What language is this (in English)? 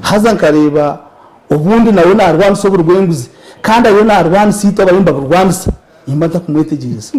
Nyankole